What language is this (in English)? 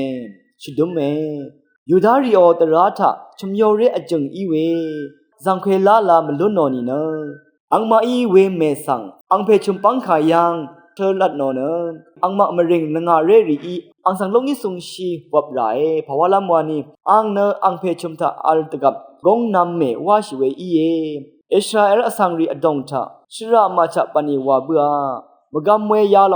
Rawang